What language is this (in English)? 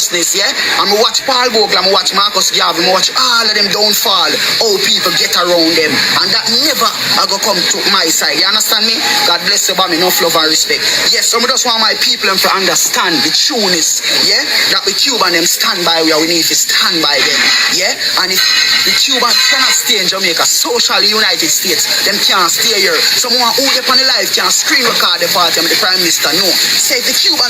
Jamaican Creole English